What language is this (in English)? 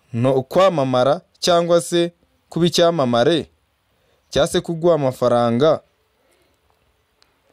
Kinyarwanda